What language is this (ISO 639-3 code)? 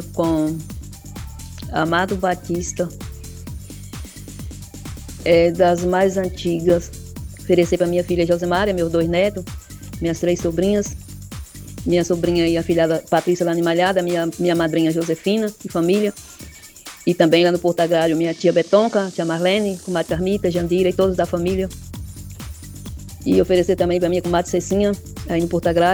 por